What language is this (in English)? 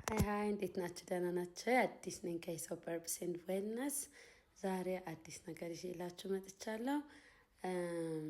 Amharic